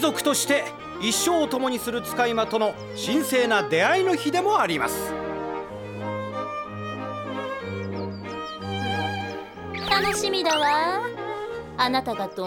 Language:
Japanese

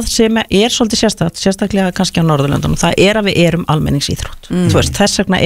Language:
Icelandic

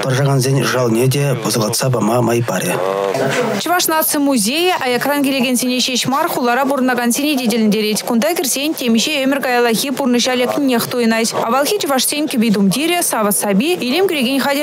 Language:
Chuvash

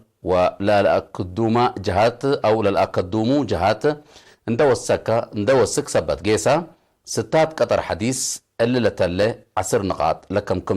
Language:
Tigre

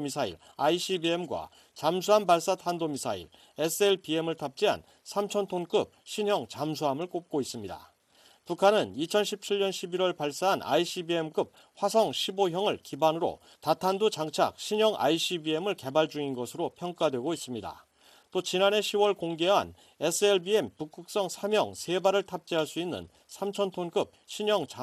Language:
Korean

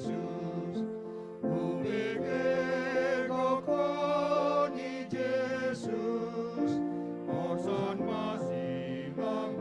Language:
Batak Toba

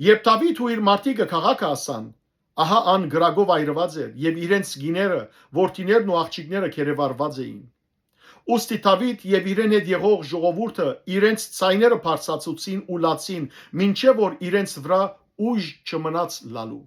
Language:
Western Armenian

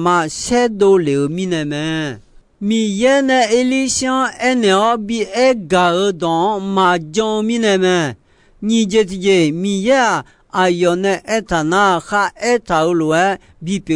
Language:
Akha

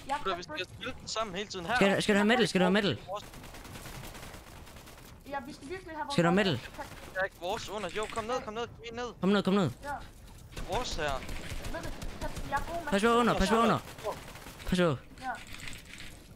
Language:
Danish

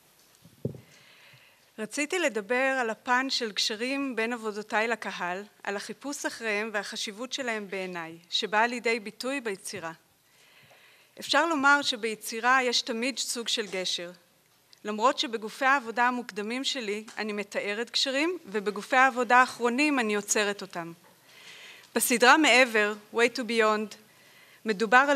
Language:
Hebrew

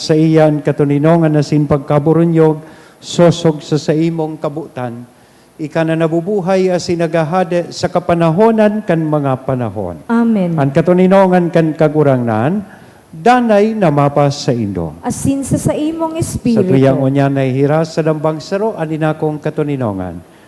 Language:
Bikol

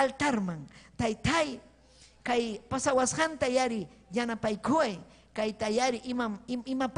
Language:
Ayacucho Quechua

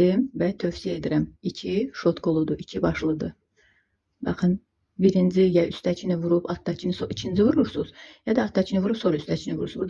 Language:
Azerbaijani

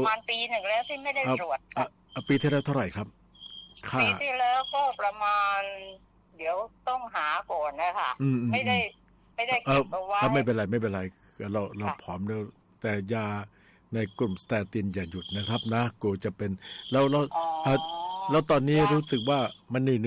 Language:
Thai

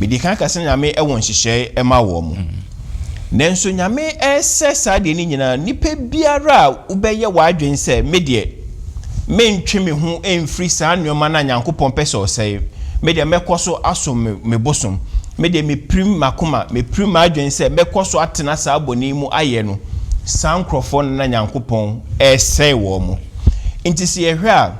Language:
Akan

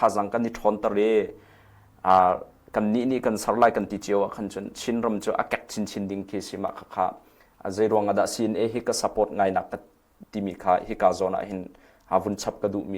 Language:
Hakha Chin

